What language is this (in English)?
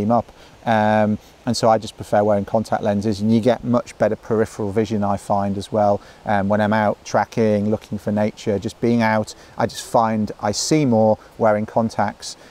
English